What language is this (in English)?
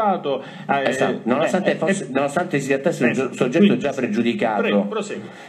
Italian